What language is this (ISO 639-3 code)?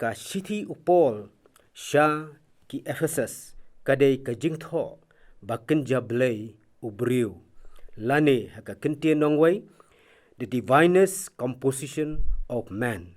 kha